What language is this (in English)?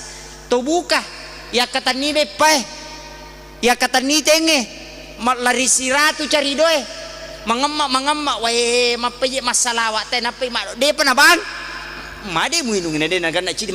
Buginese